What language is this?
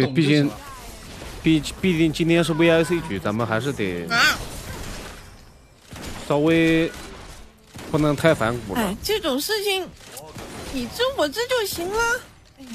Chinese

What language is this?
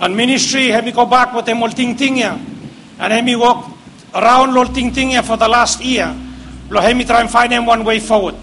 Bislama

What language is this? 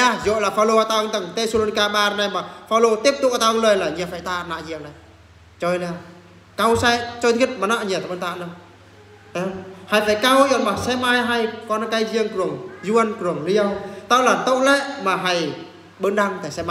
Eastern Bru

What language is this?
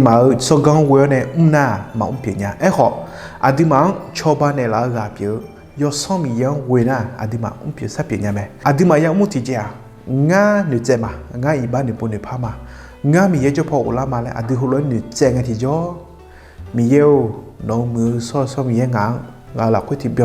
Akha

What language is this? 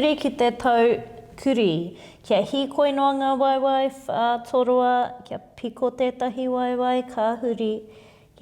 Māori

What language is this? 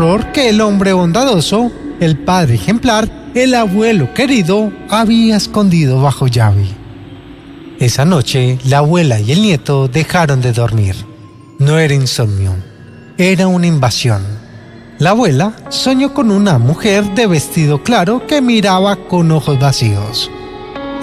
Spanish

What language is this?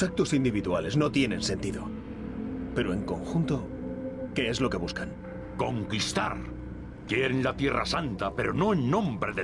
Spanish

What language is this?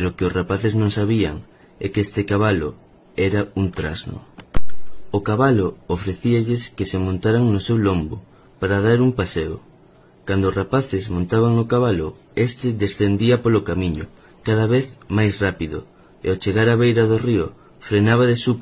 Galician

